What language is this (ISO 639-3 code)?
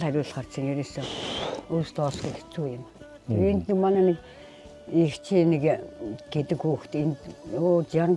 mon